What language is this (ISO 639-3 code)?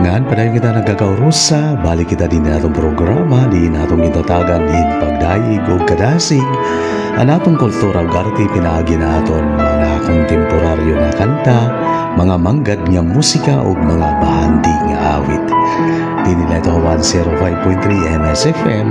war